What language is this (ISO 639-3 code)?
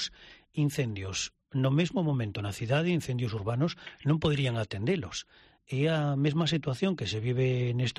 glg